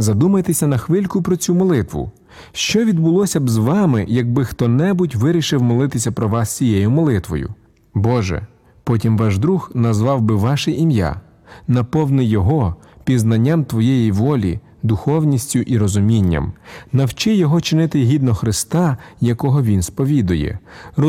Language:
Ukrainian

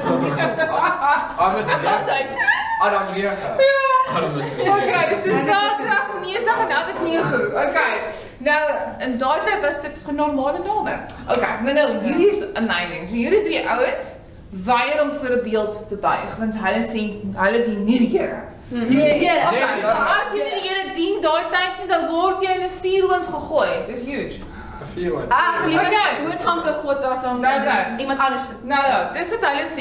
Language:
Afrikaans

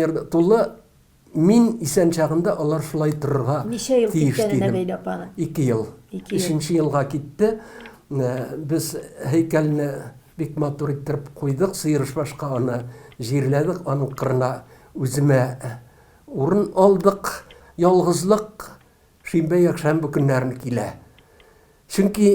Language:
Tatar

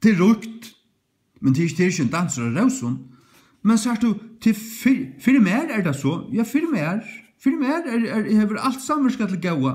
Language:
Faroese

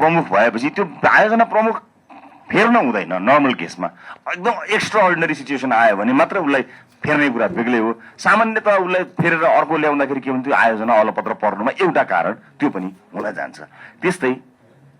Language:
Nepali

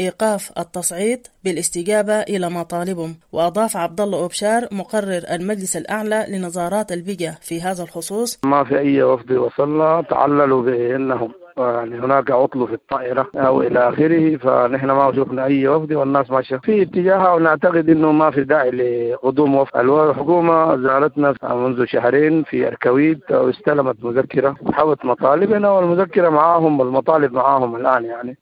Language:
Sudanese Arabic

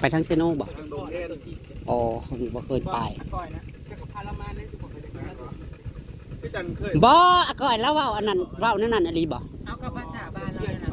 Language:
Northeastern Thai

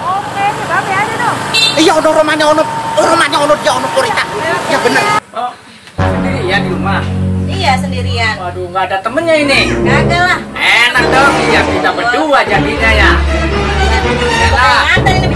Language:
Betawi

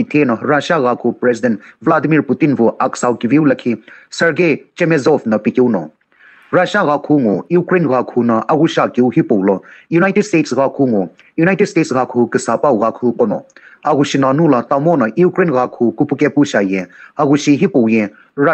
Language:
Sumi Naga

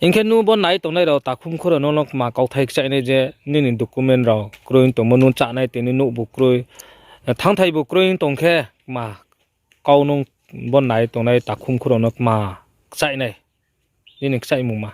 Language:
Riang (India)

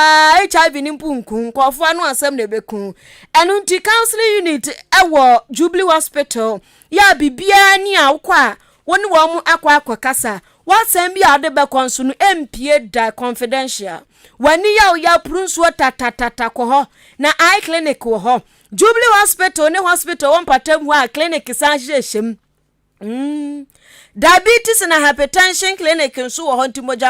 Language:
Akan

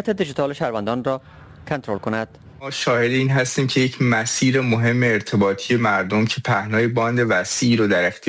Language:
Persian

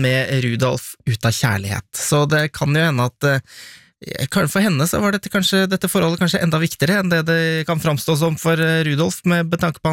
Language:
Norwegian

